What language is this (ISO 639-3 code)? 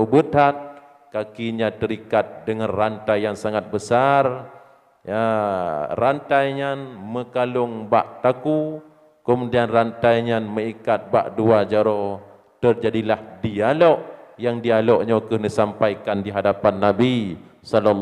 ace